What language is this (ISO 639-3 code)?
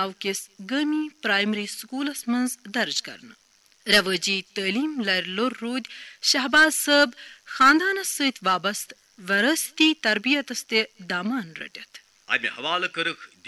kas